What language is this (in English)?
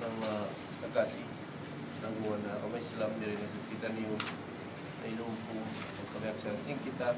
Tausug